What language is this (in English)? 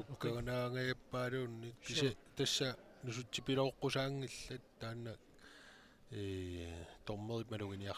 Kalaallisut